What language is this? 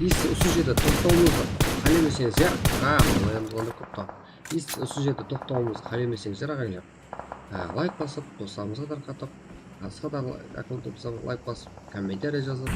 Kara-Kalpak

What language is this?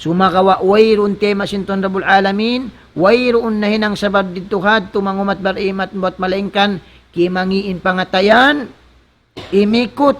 Tausug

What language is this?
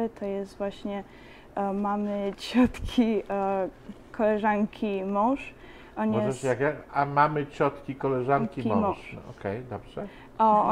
Polish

